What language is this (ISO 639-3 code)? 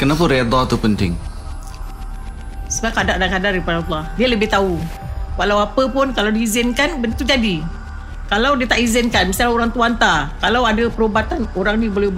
msa